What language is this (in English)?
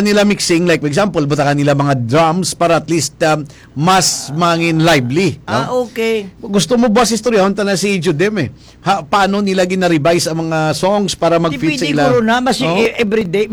Hiligaynon